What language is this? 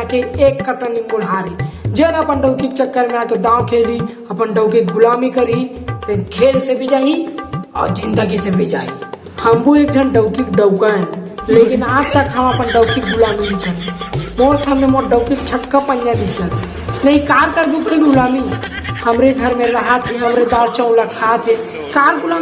Chhattisgarhi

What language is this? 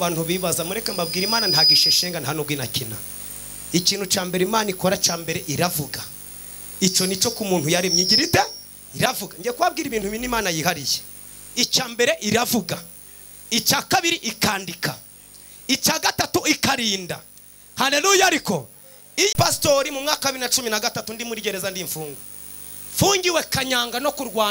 Kinyarwanda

